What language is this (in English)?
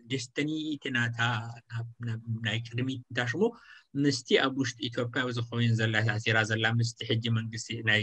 Tigrinya